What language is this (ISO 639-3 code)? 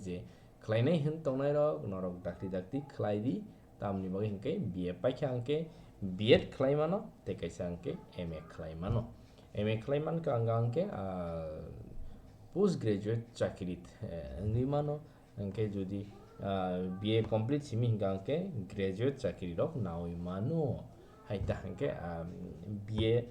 trp